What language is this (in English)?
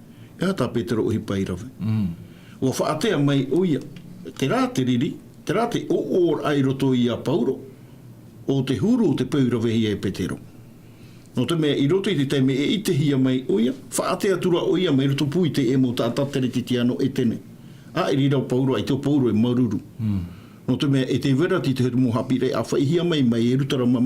Tahitian